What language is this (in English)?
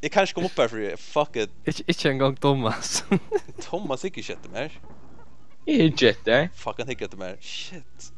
Faroese